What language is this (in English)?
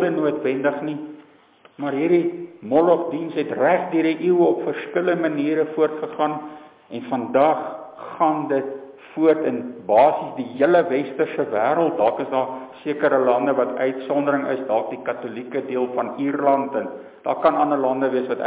Afrikaans